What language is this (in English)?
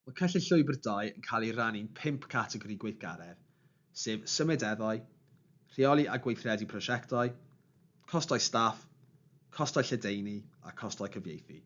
Welsh